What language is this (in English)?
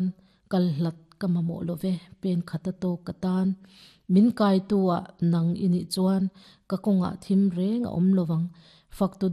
Mizo